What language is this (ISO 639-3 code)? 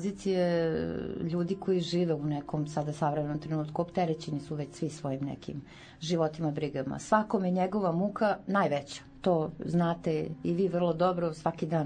srp